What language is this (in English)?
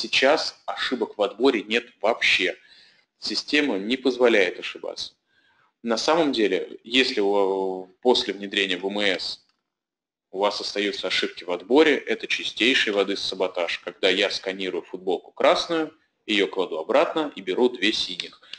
Russian